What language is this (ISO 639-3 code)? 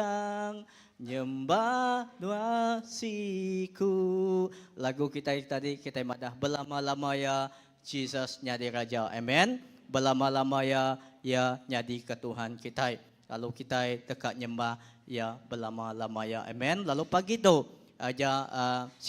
iba